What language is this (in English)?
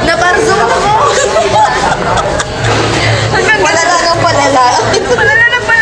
Filipino